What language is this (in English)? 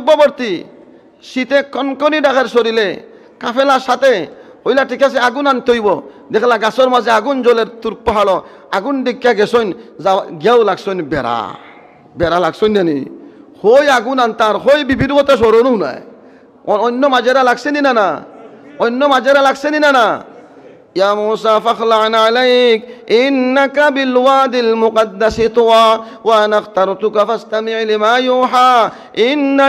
Sylheti